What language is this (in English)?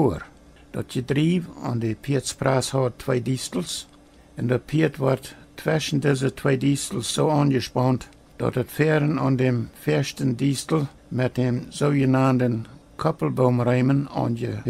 Plautdietsch